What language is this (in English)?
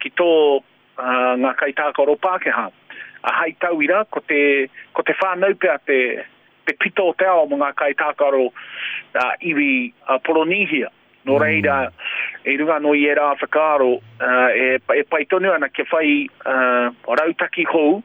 Māori